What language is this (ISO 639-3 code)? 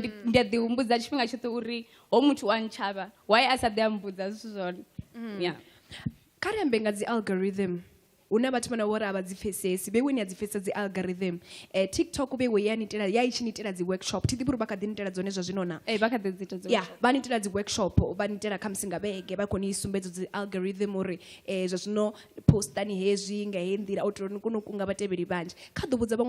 ven